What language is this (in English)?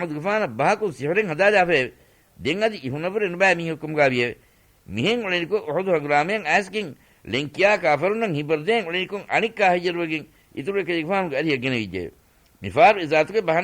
Divehi